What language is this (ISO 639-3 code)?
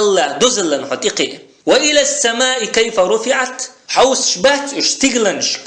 che